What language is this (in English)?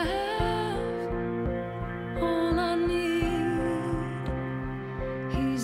English